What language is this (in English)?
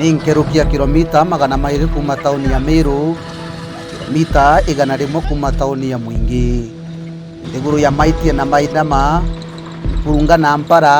Meru